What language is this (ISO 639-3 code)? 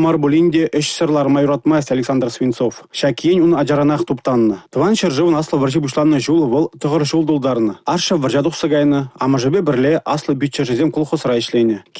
chv